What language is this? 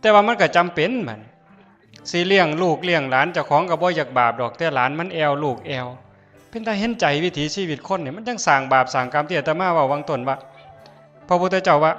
Northeastern Thai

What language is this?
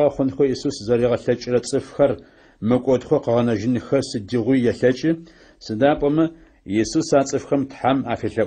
Adyghe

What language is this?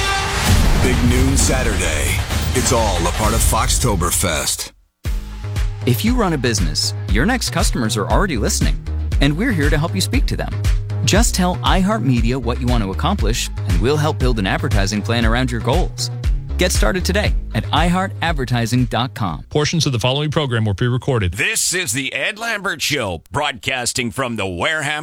English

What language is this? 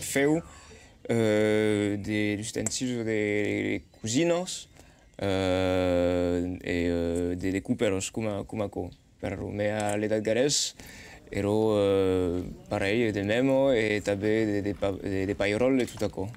Occitan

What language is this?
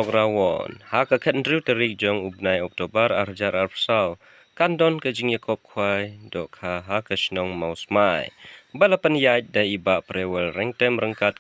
Khasi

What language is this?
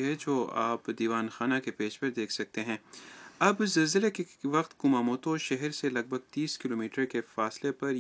Urdu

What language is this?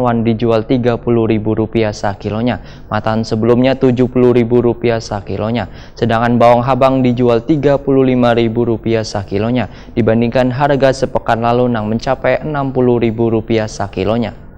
Banjar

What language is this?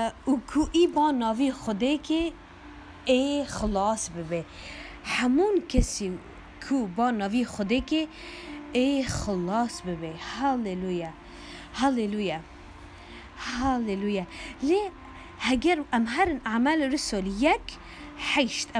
Kurdish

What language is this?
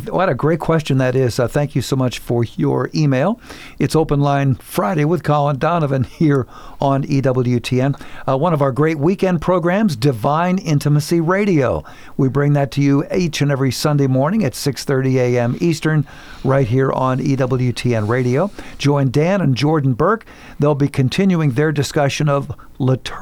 English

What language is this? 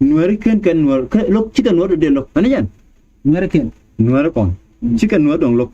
Nuer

